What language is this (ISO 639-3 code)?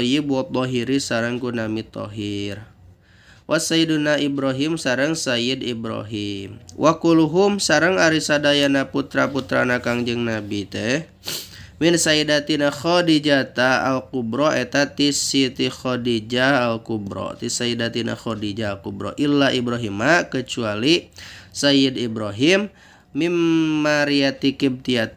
sun